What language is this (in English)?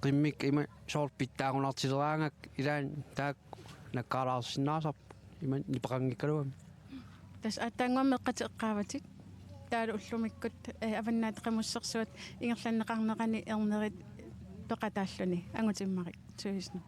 Kalaallisut